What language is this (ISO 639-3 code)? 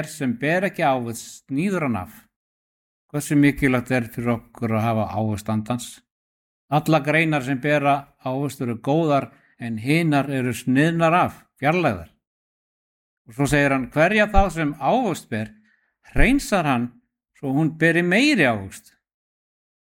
isl